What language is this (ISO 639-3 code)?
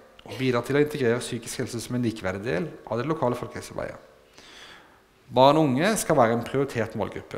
nor